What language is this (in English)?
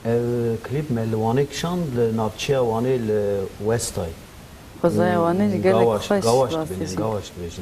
Kurdish